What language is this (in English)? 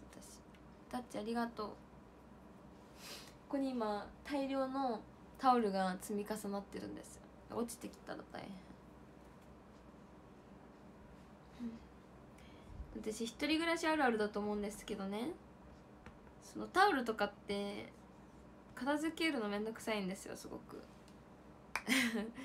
Japanese